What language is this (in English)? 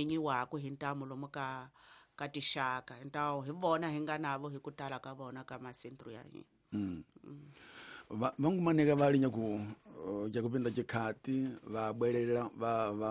Tsonga